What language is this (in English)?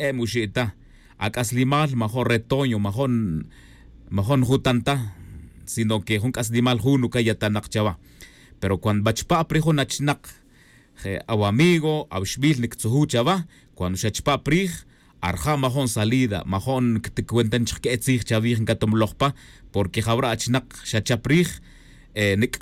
Tz'utujil